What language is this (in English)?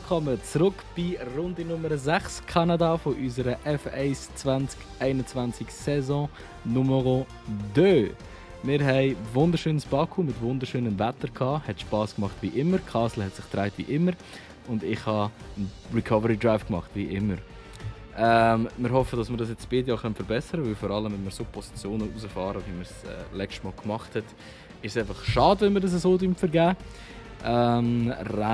Swiss German